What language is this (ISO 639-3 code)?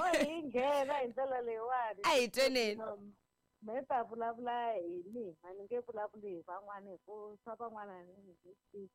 tso